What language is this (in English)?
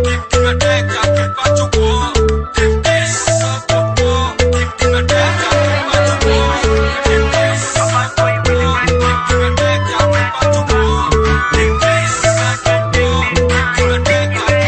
Swahili